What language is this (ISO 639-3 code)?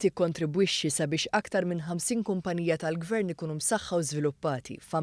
mlt